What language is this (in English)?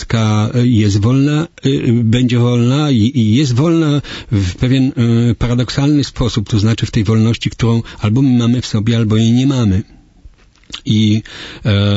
Polish